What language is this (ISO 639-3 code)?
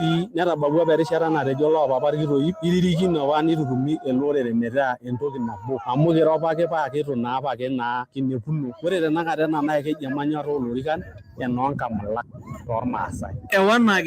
mas